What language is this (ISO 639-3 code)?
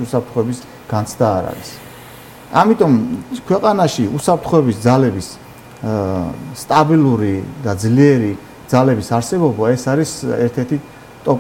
kat